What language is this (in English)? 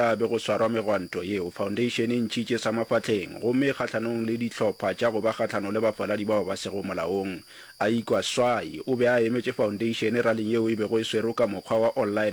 Northern Sotho